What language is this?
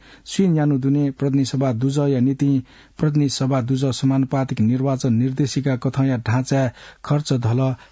Newari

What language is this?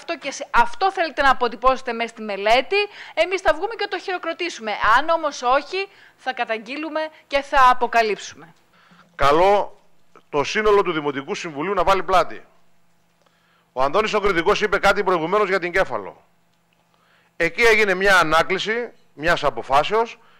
Greek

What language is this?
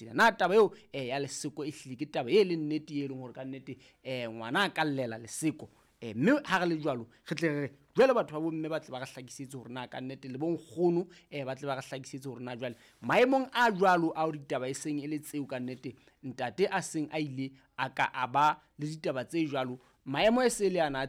Southern Sotho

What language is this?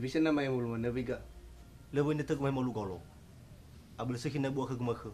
Nias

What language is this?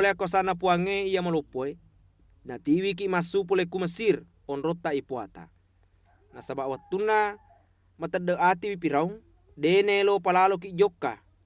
Buginese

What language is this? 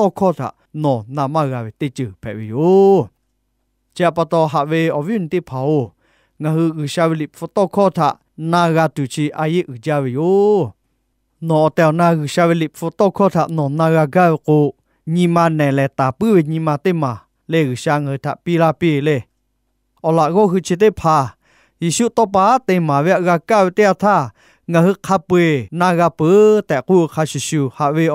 Lahu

